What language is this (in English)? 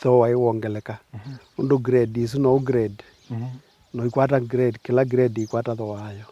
Kamba